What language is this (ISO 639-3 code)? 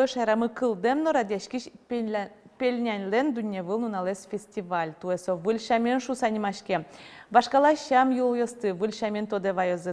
udm